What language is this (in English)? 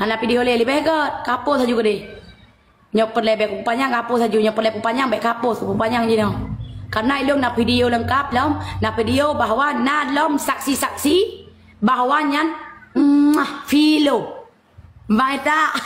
Achinese